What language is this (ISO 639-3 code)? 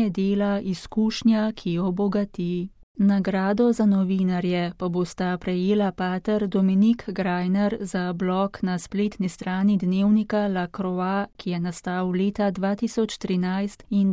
slv